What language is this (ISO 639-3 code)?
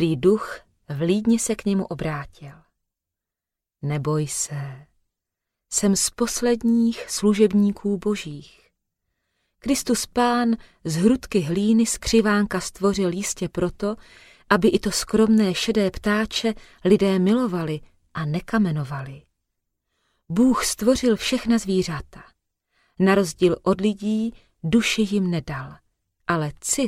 ces